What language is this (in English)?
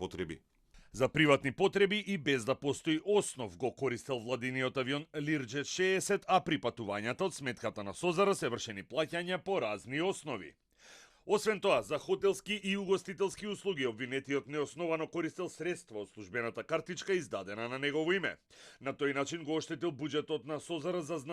Macedonian